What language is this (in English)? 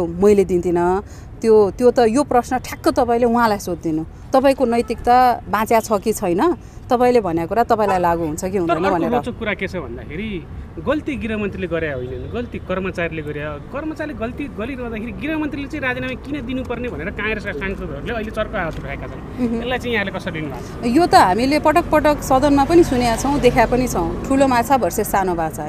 Nepali